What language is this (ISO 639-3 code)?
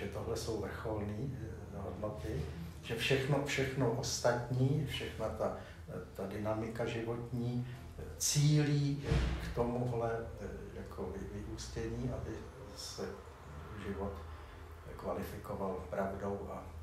ces